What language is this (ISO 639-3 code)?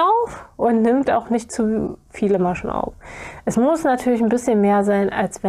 deu